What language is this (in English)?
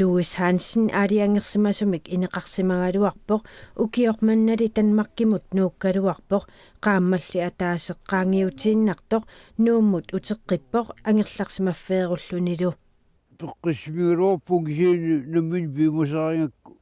Kalaallisut